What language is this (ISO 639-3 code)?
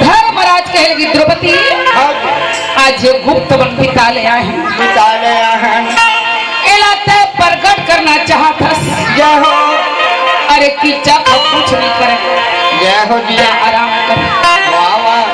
hne